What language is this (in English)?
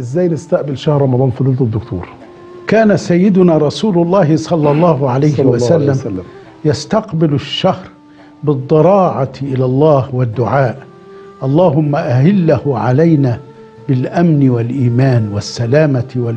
Egyptian Arabic